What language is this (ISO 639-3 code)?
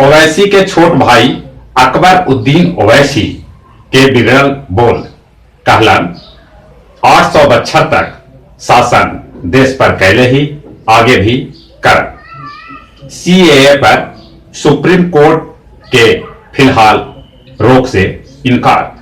mag